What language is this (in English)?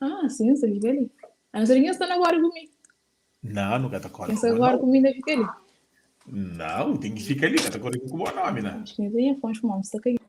Kabuverdianu